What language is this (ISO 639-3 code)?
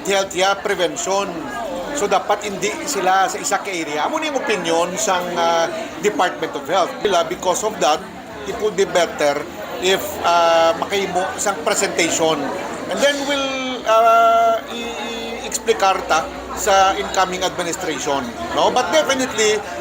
hil